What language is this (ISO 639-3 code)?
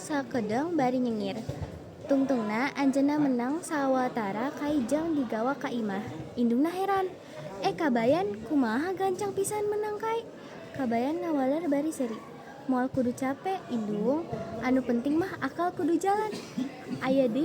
sun